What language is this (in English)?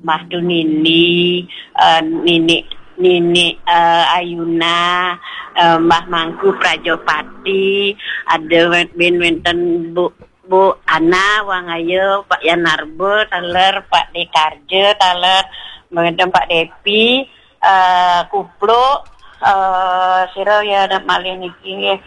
Balinese